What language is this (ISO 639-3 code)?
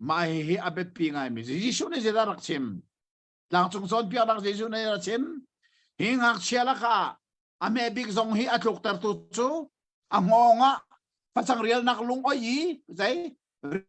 cnh